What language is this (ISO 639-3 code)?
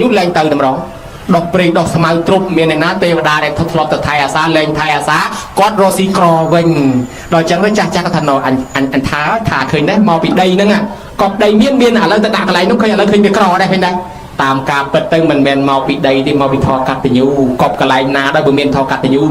khm